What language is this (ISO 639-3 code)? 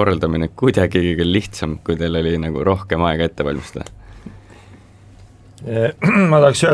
est